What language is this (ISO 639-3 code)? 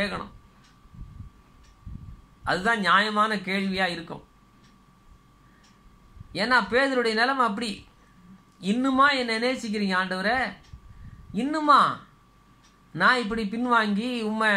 tam